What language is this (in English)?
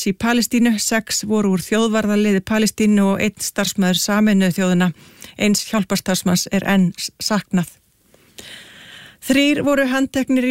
Icelandic